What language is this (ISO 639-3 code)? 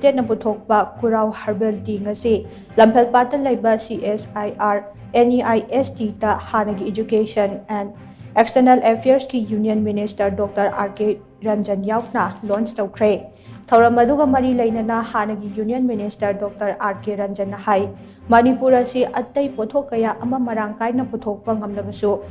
mni